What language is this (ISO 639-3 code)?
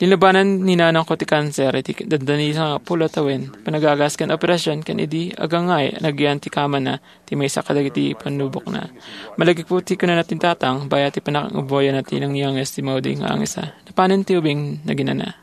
ilo